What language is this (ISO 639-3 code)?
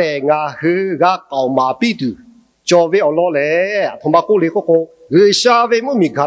lhu